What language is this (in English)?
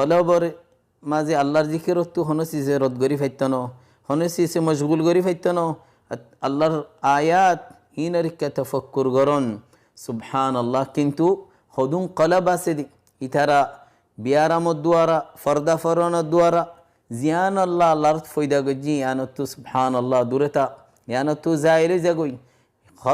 Rohingya